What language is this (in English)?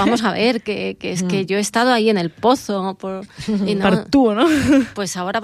Catalan